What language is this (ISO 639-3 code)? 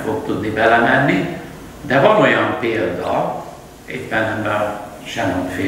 hun